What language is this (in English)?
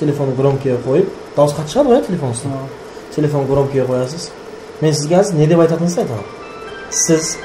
Kara-Kalpak